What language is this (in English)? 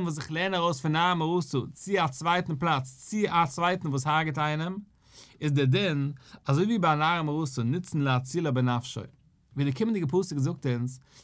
Yiddish